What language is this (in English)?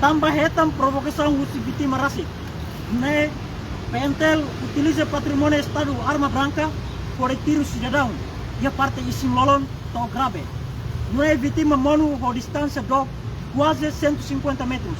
Tetum